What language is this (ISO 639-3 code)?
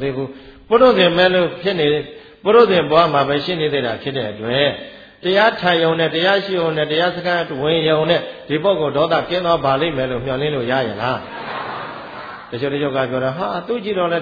mya